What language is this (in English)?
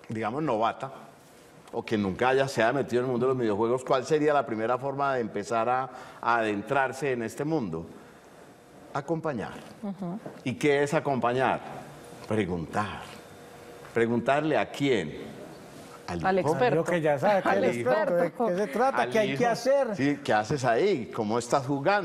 Spanish